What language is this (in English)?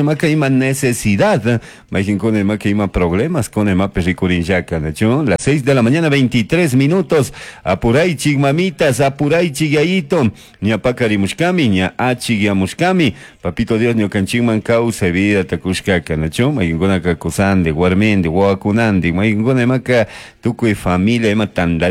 Chimborazo Highland Quichua